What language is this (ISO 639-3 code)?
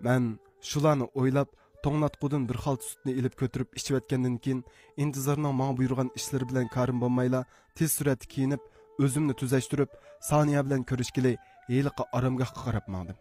uig